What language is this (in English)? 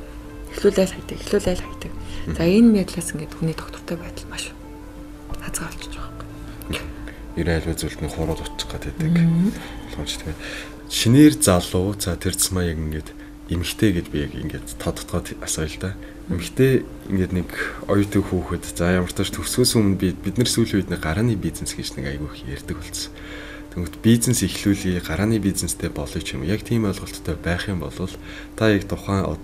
Mongolian